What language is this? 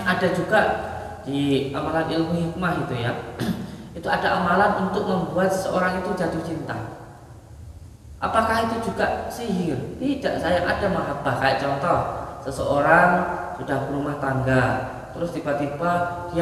Indonesian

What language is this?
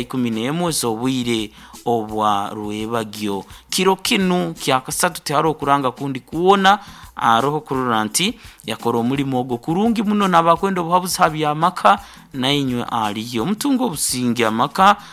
Nyankole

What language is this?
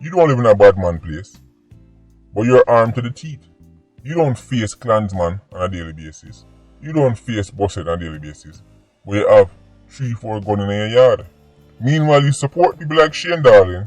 Jamaican Creole English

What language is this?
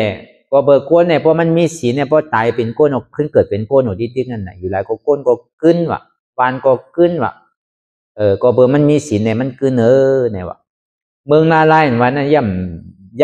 Shan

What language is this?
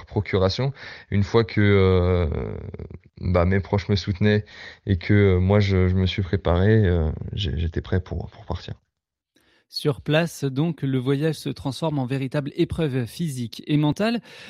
French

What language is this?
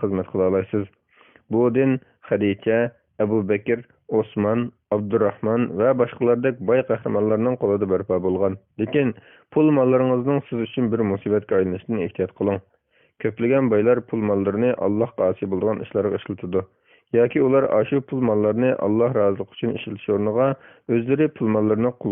Uyghur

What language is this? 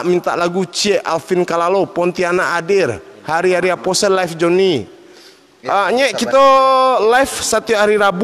Minangkabau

